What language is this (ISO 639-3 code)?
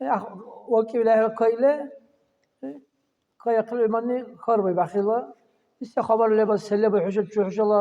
dar